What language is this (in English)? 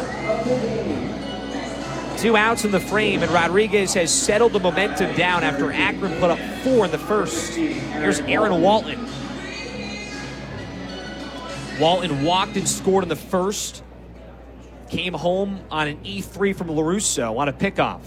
English